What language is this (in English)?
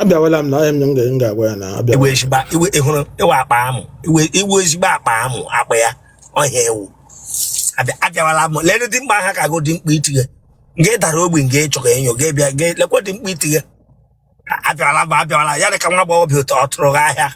Igbo